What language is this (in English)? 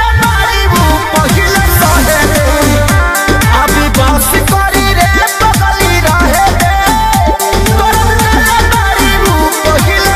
Bhojpuri